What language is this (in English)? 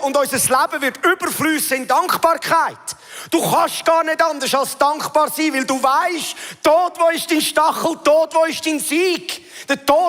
Swiss German